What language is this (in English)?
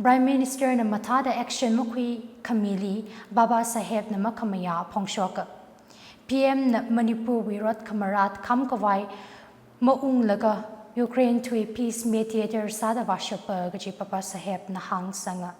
Tangkhul Naga (India)